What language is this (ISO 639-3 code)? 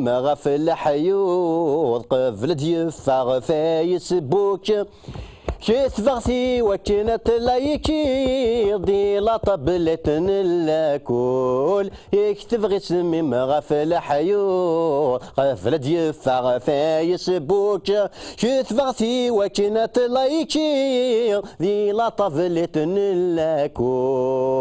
kab